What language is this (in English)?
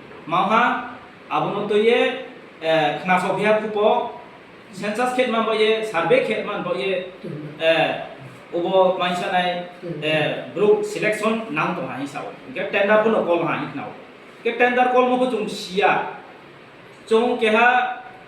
Riang (India)